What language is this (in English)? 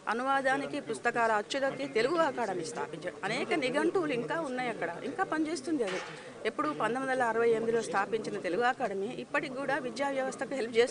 Telugu